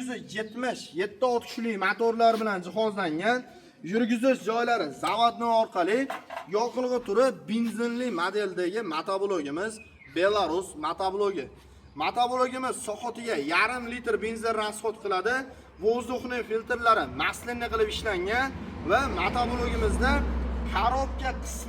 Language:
Uzbek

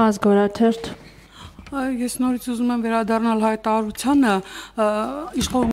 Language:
Armenian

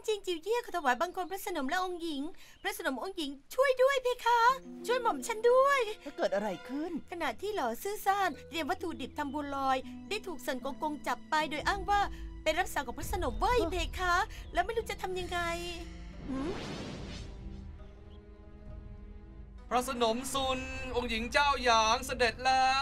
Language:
Thai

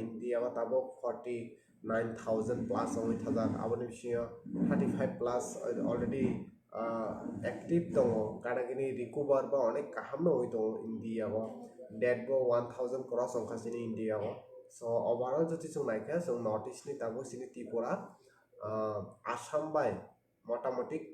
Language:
Kok Borok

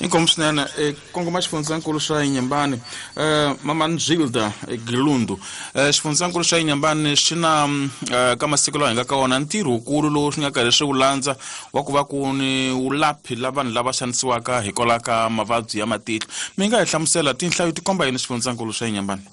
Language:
Tsonga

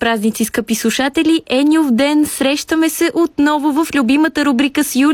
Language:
Bulgarian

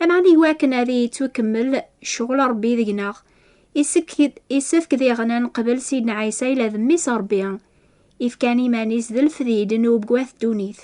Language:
Kabyle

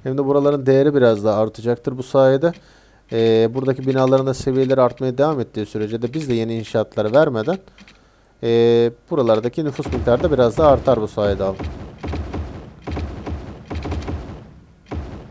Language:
Turkish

